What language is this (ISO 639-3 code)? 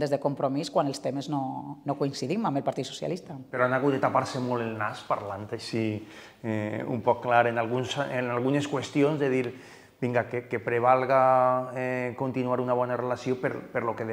cat